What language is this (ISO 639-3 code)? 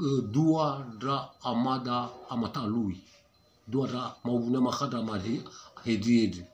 nia